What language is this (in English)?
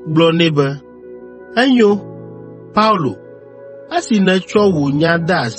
Ewe